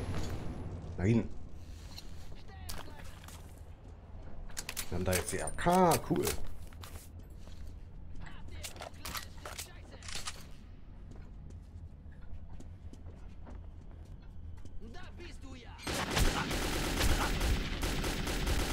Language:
German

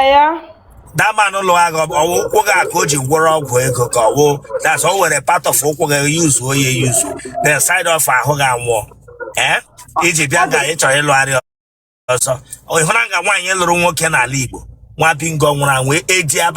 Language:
Igbo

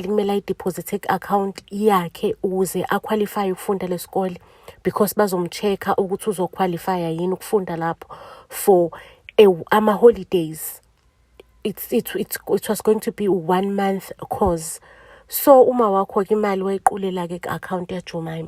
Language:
Zulu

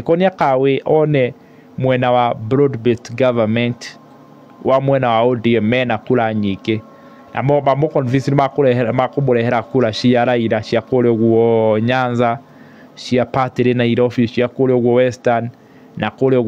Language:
Kikuyu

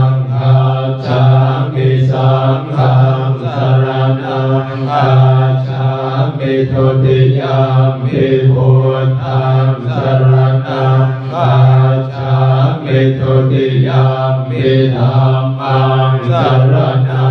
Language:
Pali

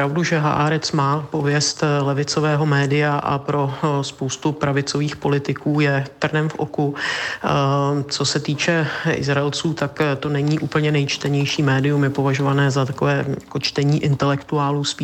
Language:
Czech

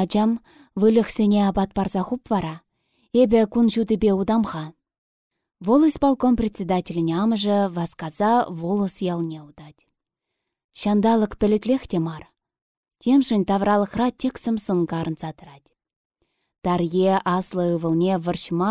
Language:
Chuvash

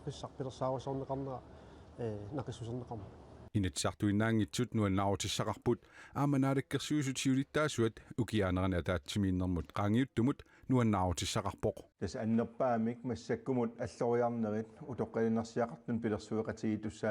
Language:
Kalaallisut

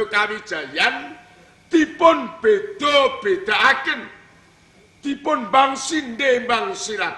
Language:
Javanese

